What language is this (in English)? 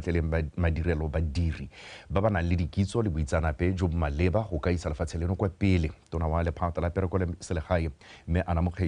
Tswana